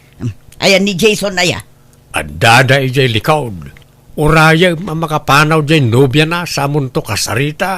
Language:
Iloko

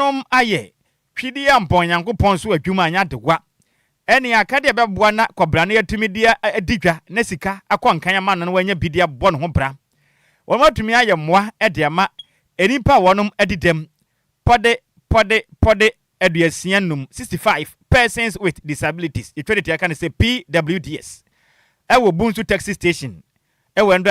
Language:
Akan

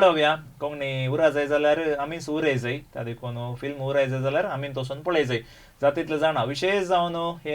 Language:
Konkani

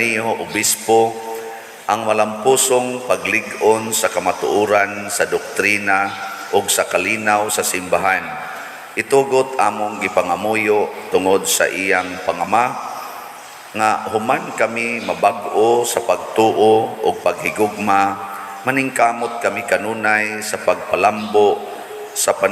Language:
Cebuano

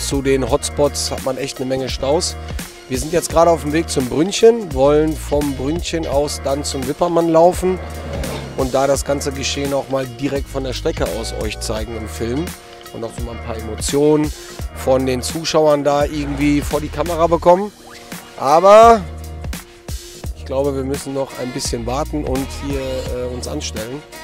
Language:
German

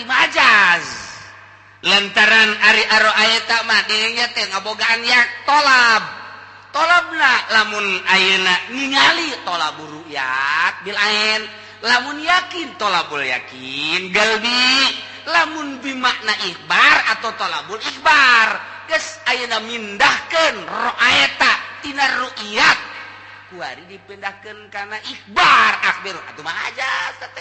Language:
Sundanese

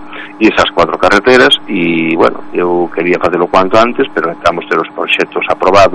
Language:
Galician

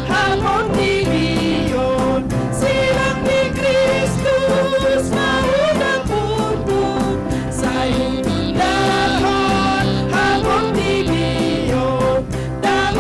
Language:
Batak Toba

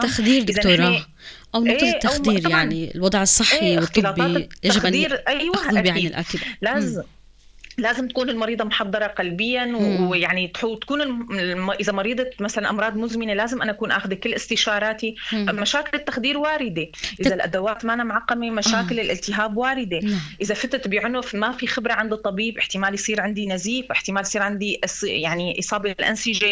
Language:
North Levantine Arabic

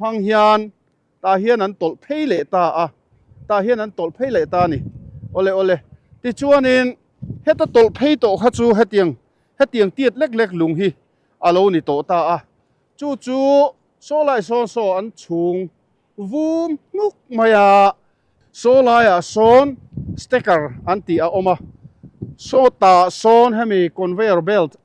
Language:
Mizo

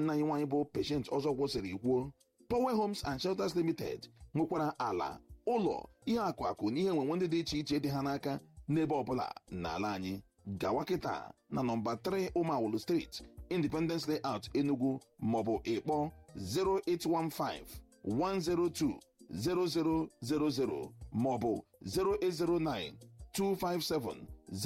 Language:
Igbo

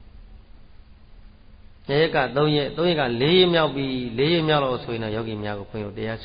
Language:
Burmese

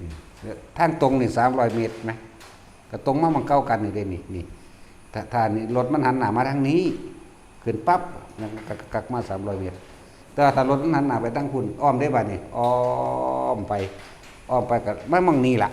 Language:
Northeastern Thai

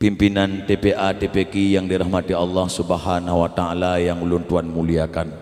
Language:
Achinese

